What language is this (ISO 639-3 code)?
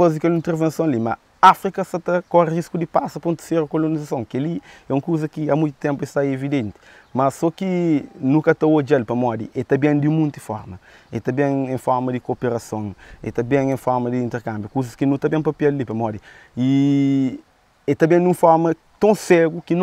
kea